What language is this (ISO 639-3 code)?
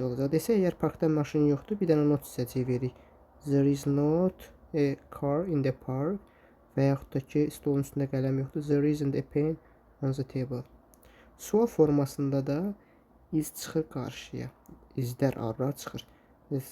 aze